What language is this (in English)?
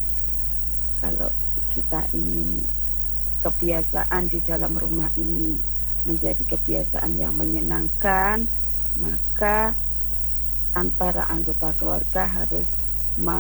Indonesian